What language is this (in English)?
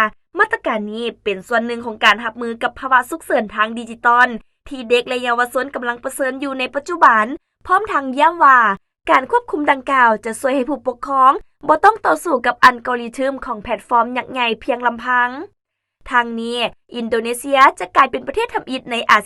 Lao